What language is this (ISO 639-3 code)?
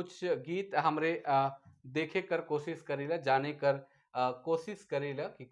sck